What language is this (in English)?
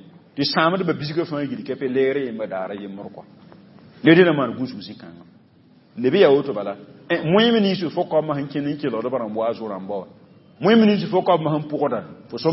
Mossi